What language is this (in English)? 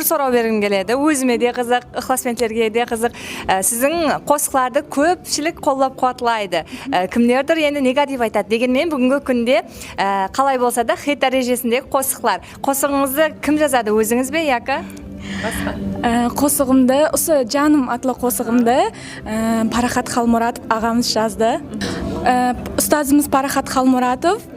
Kara-Kalpak